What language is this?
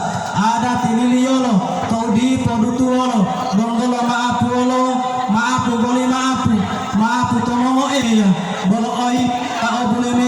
Gorontalo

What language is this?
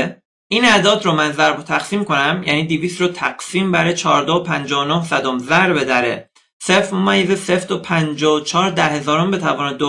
Persian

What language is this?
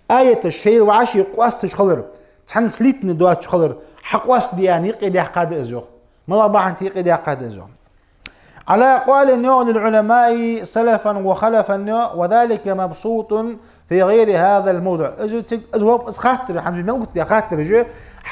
Ingush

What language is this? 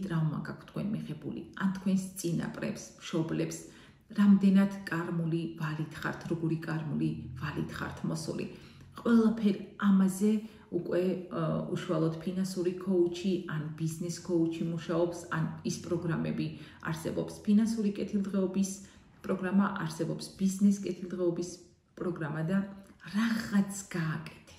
Georgian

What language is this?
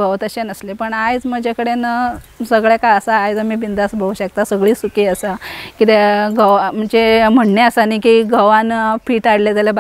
Konkani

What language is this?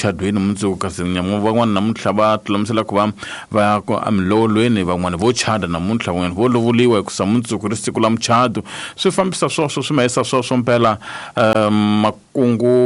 Tsonga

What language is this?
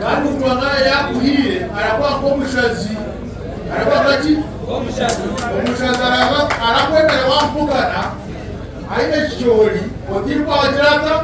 Nyankole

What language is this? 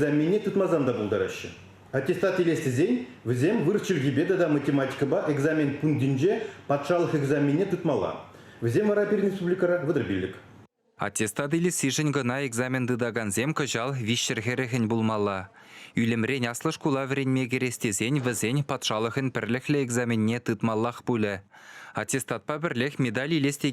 Chuvash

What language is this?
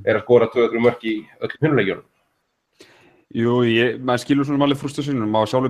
Icelandic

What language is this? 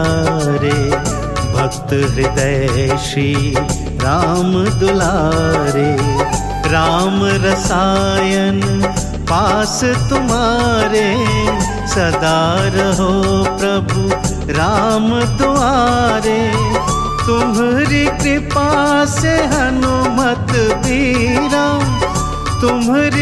Hindi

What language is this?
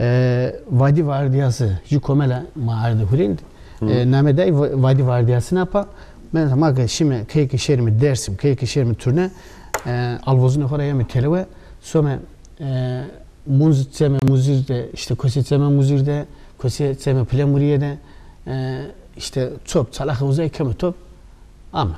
Zaza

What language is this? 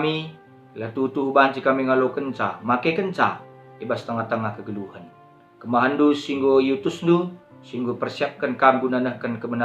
Batak Karo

